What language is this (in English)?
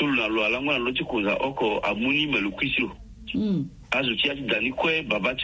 Sango